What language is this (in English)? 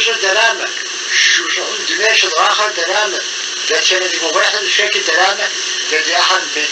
Kabardian